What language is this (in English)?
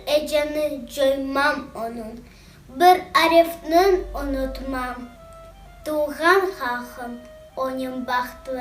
Crimean Tatar